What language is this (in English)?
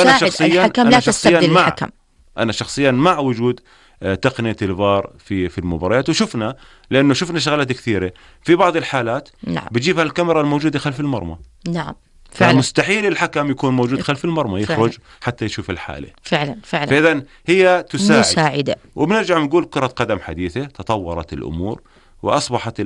North Levantine Arabic